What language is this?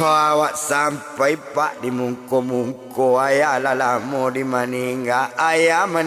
Minangkabau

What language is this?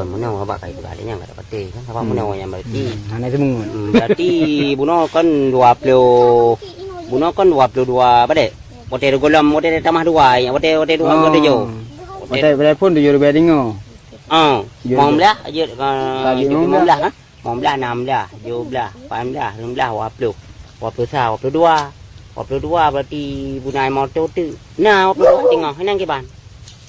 Achinese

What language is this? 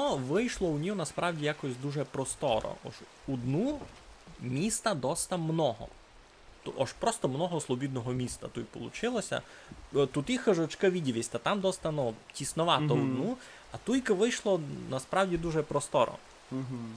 Rusyn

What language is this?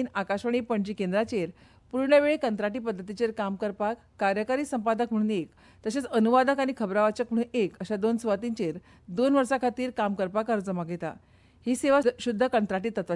Konkani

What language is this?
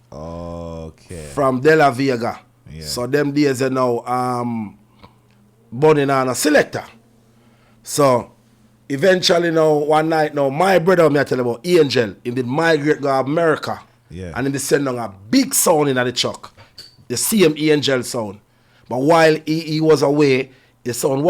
Jamaican Creole English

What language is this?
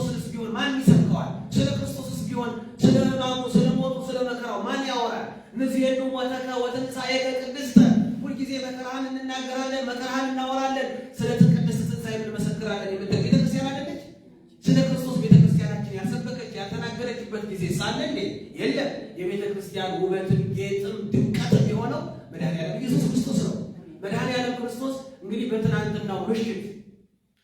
Amharic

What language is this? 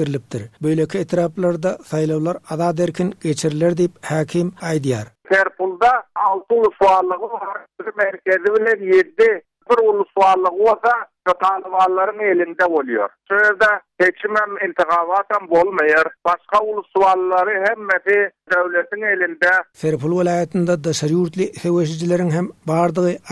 Turkmen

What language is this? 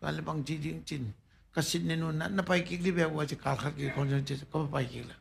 Tedim Chin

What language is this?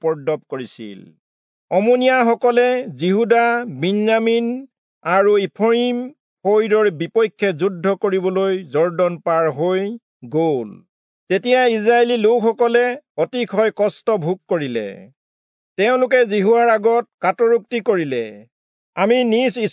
Assamese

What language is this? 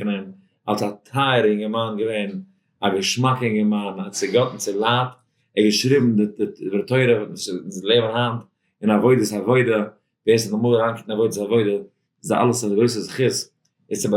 Yiddish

